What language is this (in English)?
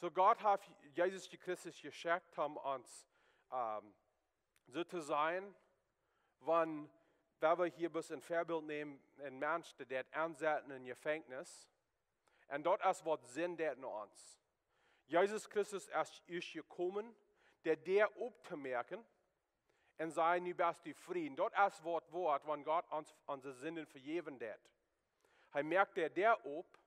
Plautdietsch